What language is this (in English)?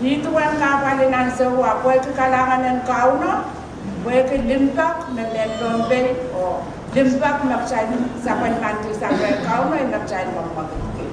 Pohnpeian